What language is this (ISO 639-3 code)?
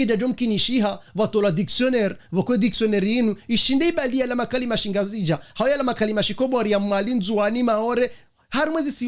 zdj